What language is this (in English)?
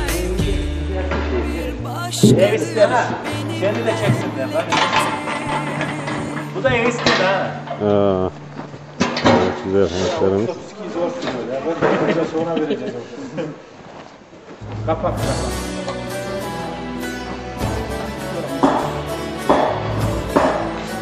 Turkish